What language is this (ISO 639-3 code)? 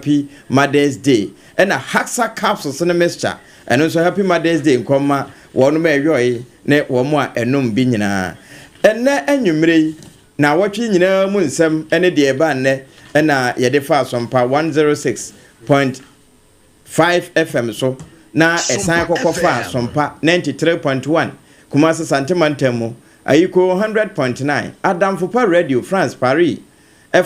aka